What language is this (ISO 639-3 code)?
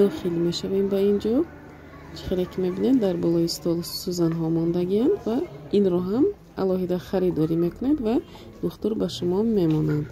tgk